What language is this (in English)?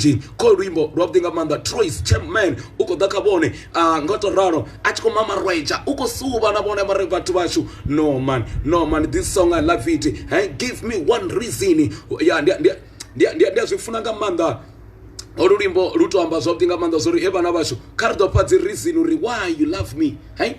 Venda